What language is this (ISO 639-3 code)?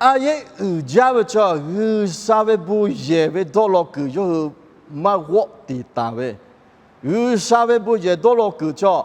lhu